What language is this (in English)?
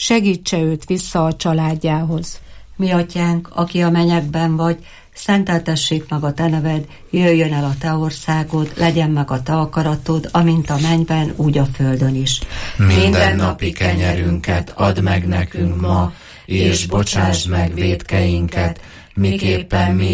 Hungarian